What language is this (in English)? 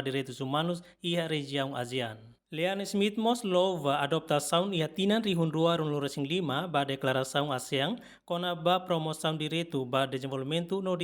Tetum